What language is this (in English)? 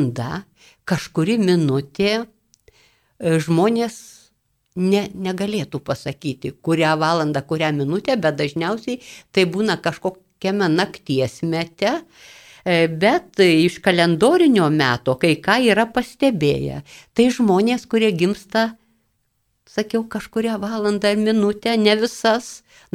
Lithuanian